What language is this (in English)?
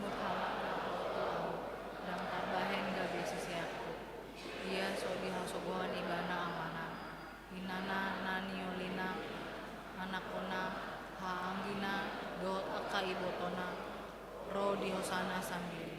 Batak Toba